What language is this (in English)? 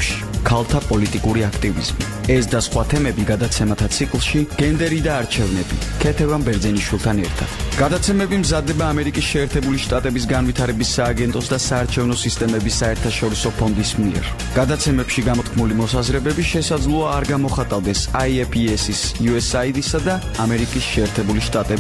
Georgian